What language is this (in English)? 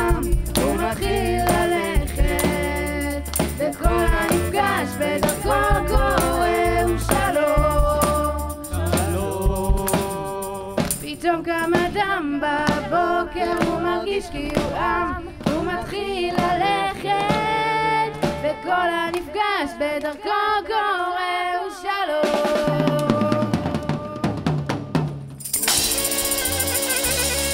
Hebrew